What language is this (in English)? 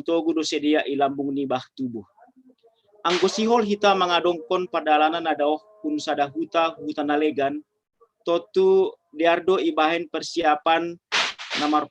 Batak Simalungun